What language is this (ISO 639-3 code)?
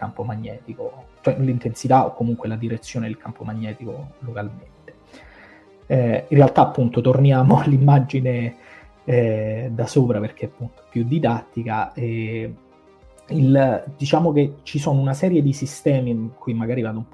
ita